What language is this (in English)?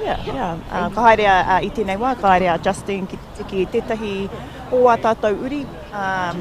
Māori